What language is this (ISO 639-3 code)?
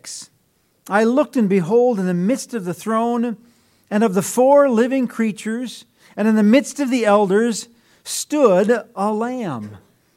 eng